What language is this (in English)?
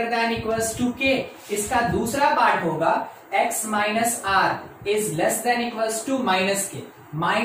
Hindi